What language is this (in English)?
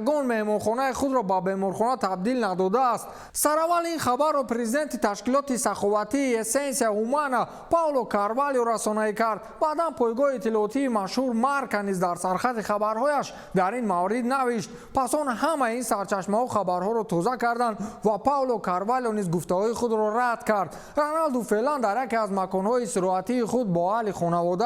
Tajik